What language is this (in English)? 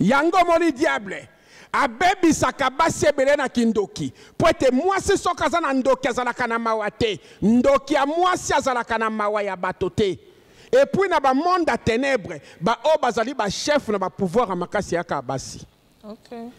Lingala